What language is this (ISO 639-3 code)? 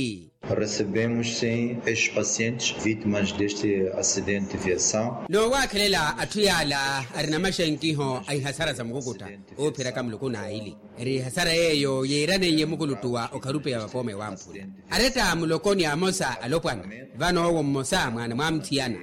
vmw